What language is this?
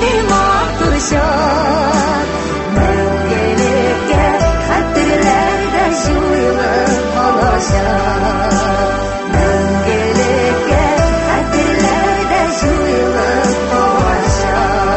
Tatar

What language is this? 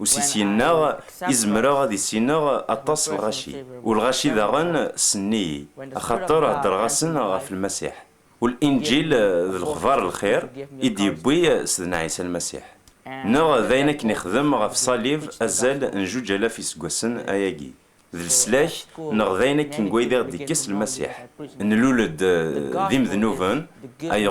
Kabyle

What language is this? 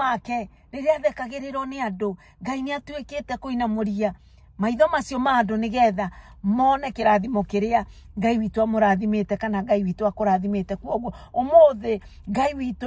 Kikuyu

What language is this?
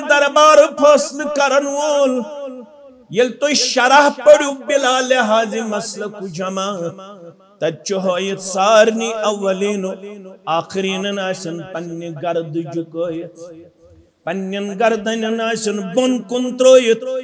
Kashmiri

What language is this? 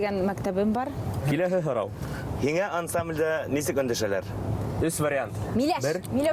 Bashkir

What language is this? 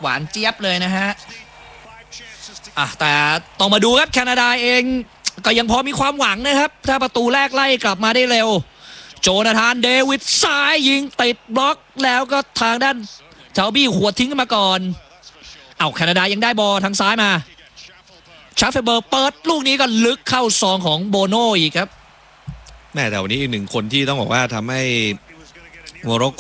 Thai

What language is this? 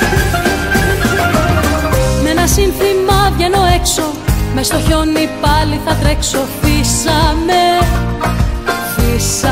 Greek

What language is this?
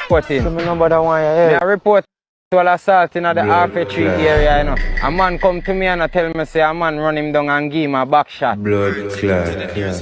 Jamaican Creole English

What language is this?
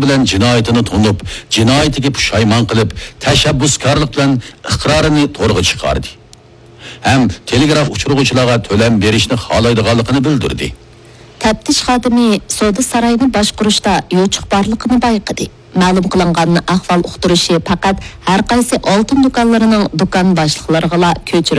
Uyghur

